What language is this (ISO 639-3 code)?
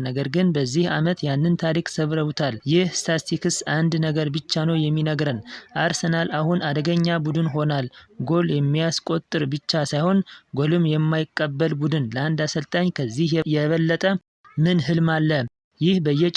amh